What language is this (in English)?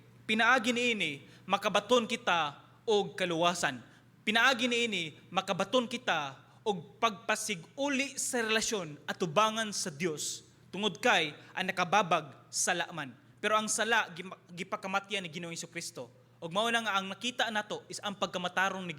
Cebuano